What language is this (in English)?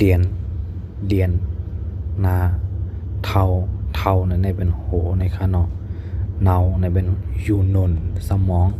Shan